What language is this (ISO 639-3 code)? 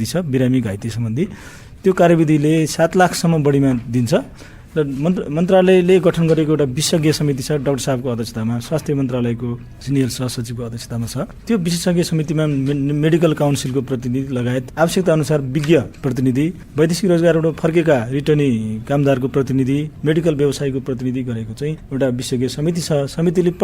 nep